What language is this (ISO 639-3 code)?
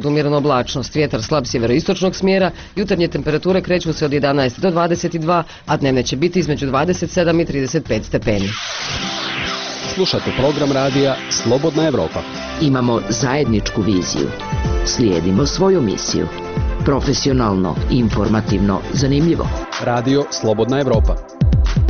bos